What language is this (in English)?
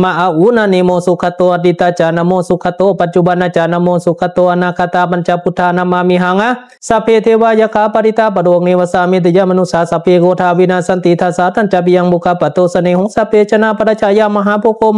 Pali